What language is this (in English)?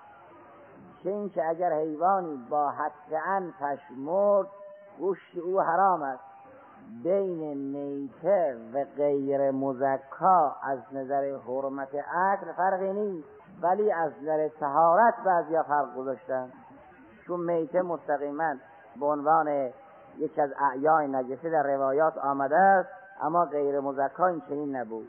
Persian